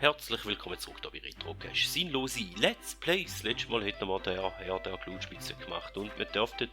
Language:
Swiss German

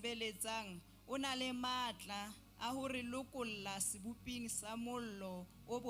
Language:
Southern Sotho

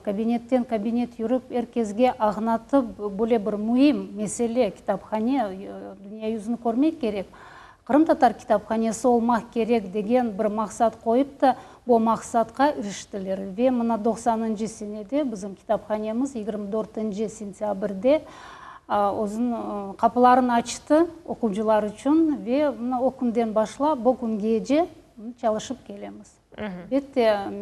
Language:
Crimean Tatar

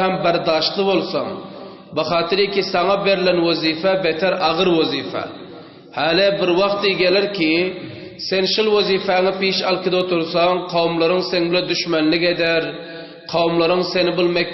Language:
Turkmen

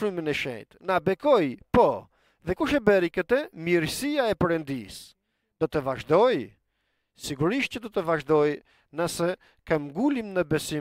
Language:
Albanian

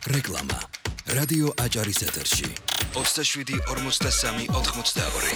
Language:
Georgian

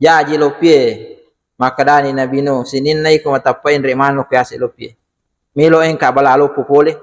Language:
Buginese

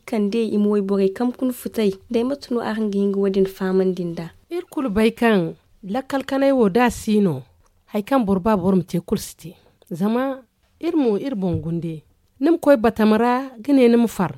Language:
Zarma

